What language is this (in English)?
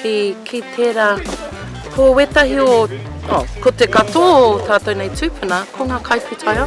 Māori